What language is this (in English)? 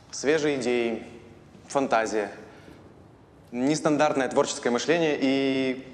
Russian